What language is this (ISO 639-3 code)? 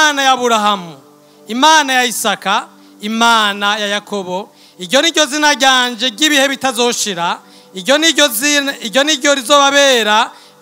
run